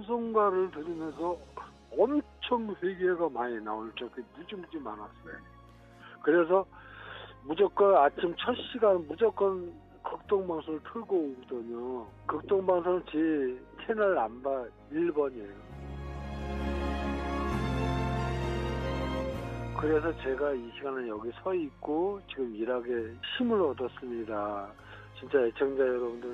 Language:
Korean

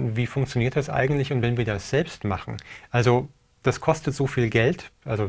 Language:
German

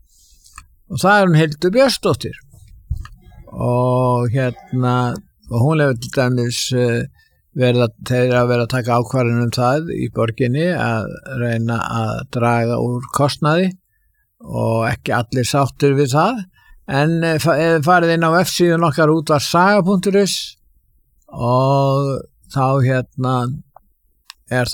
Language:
Icelandic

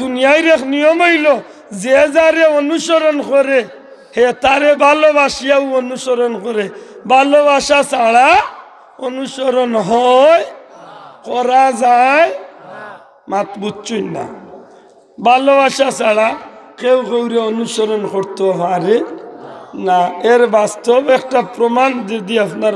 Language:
Sylheti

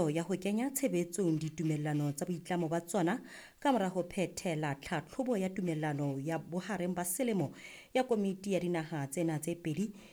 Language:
Southern Sotho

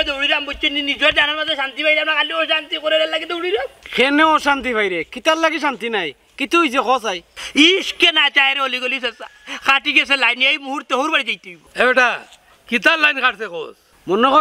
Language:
Sylheti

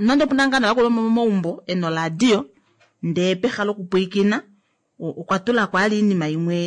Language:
Kuanyama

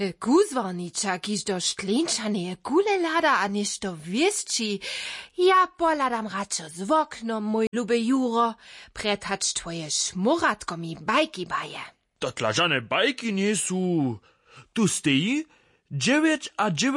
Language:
Upper Sorbian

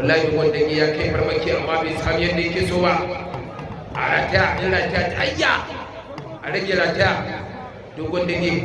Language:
Hausa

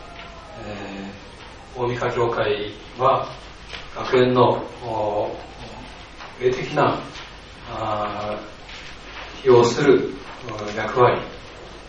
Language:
Japanese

